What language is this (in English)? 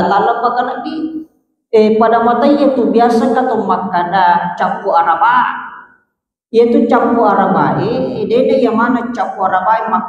Buginese